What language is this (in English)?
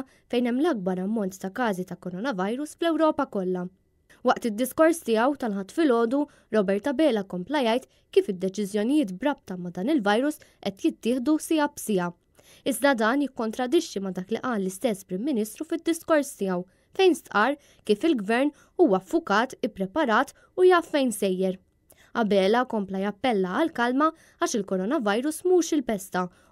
Maltese